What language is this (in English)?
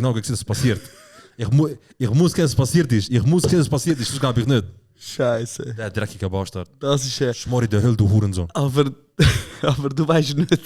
Swiss German